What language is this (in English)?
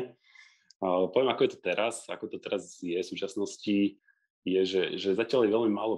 Slovak